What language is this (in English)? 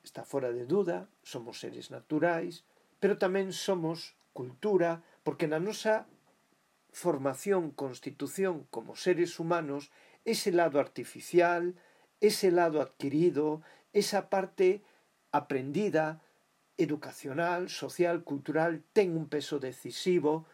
Galician